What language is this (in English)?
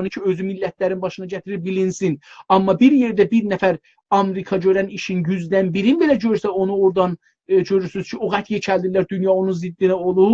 South Azerbaijani